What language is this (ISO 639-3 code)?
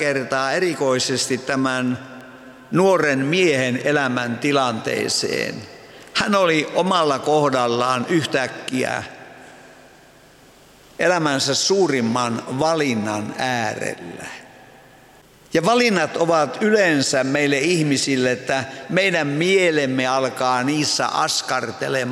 fin